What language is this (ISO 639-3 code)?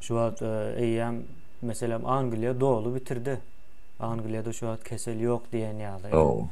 tuk